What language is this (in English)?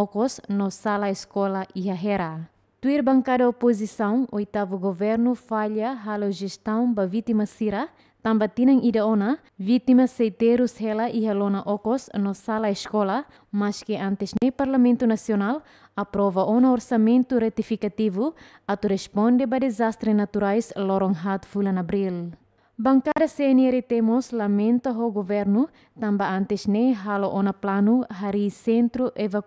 Tetum